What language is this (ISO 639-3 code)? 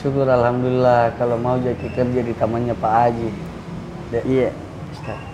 mfp